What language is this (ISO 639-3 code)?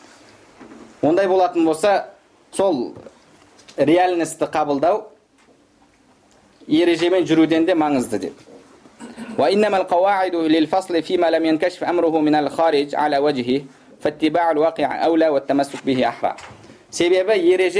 kaz